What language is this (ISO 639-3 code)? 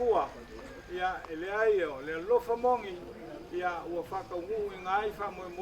smo